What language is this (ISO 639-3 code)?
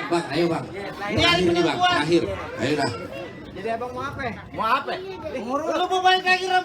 bew